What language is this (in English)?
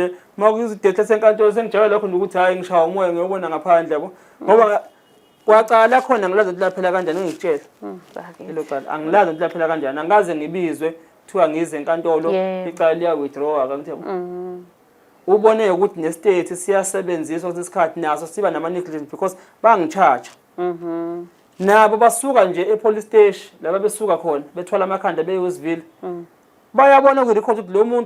Zulu